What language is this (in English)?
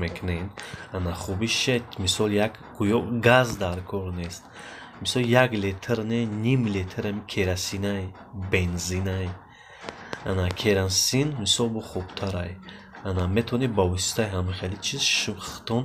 Tajik